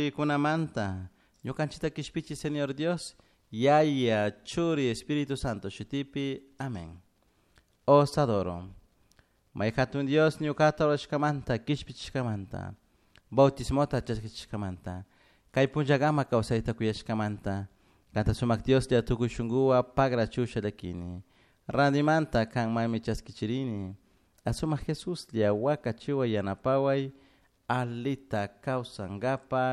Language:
Chimborazo Highland Quichua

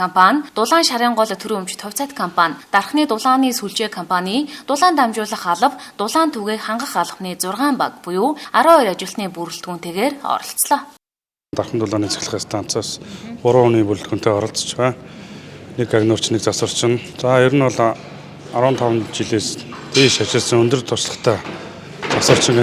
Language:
Mongolian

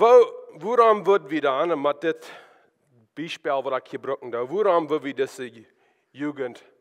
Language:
Plautdietsch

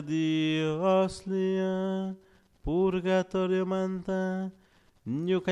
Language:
Chimborazo Highland Quichua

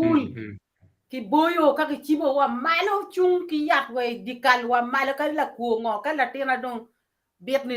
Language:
Acoli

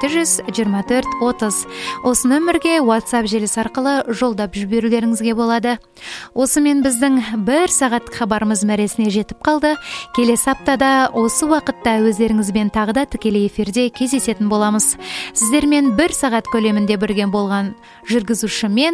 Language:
Kazakh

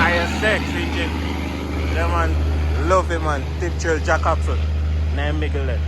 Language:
Jamaican Creole English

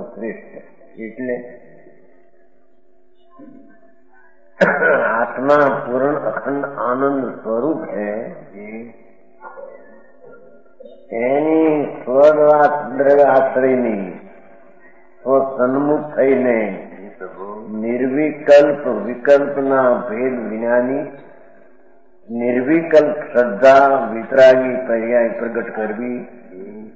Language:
Gujarati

